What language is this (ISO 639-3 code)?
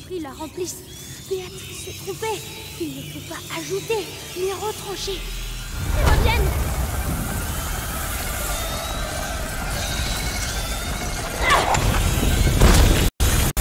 fra